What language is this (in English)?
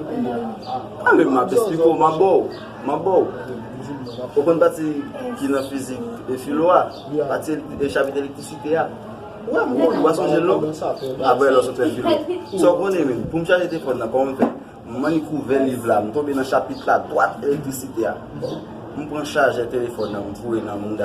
Haitian Creole